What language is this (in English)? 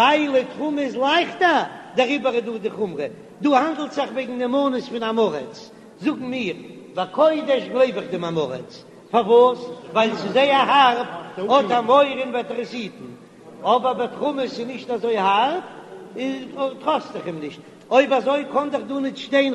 Yiddish